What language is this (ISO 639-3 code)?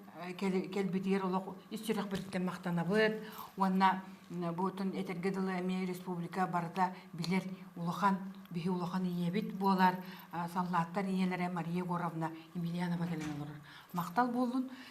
sah